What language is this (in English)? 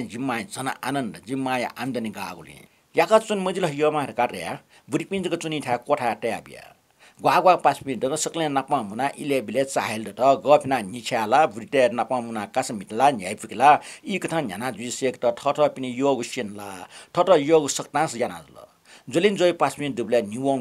Newari